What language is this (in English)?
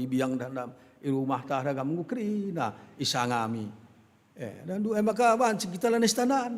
Batak Karo